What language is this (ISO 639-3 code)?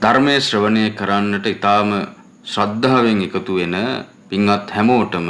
sin